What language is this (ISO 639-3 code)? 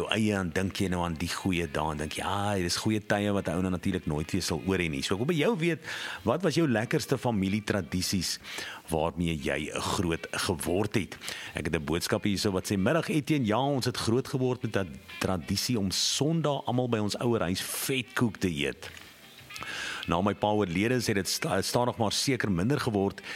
afr